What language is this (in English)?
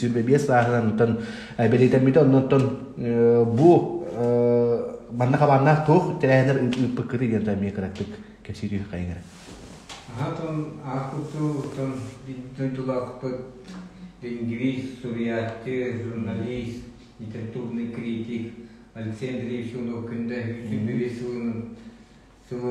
Yakut